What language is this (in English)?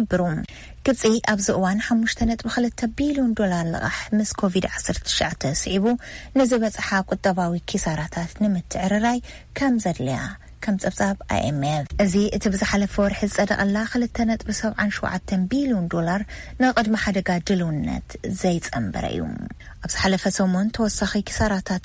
Tigrinya